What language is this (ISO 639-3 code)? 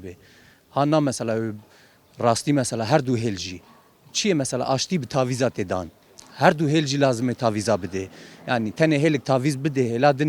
kur